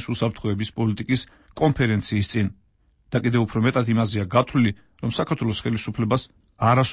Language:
Georgian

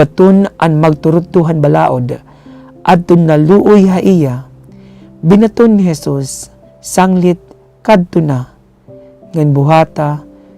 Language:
Waray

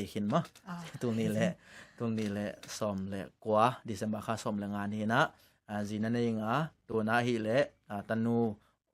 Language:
Tedim Chin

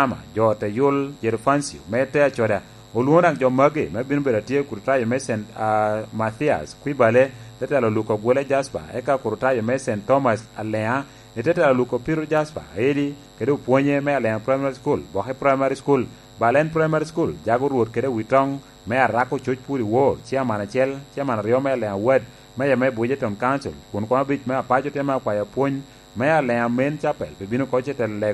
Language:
Lango (Uganda)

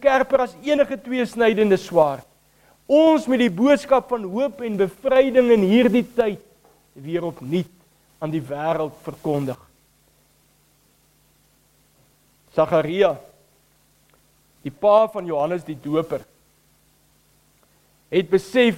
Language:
Afrikaans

